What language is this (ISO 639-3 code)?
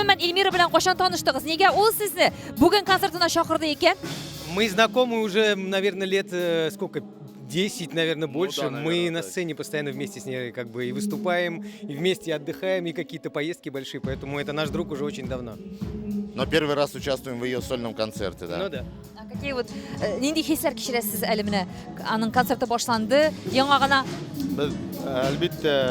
tat